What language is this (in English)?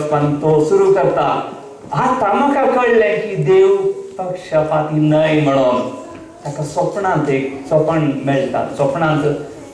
Konkani